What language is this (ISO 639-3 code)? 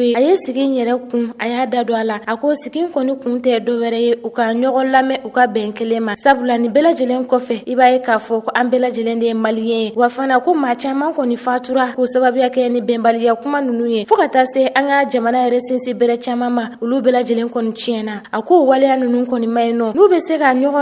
bam